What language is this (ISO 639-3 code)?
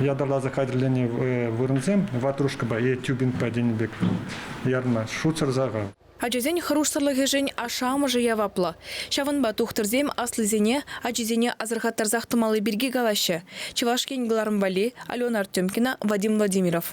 chv